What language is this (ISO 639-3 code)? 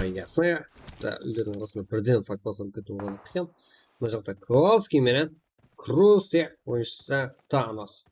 kaa